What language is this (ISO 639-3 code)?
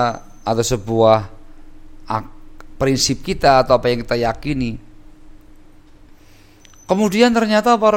ind